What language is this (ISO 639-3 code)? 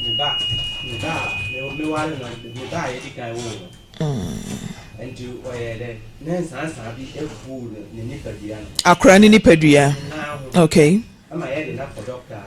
aka